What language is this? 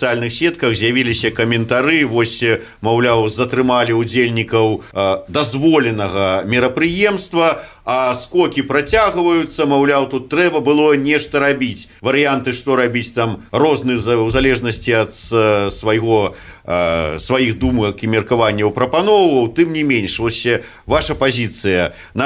Belarusian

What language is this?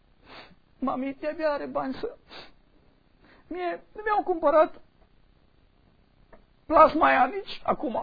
Romanian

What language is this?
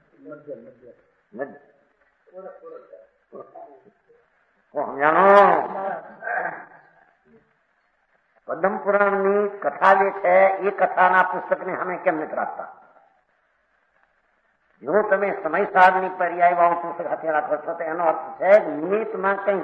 Gujarati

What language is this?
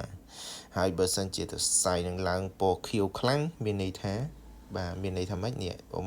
Khmer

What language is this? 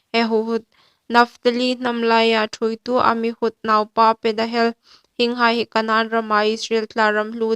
Hmar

